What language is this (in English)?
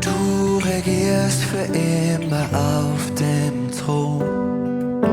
Swiss German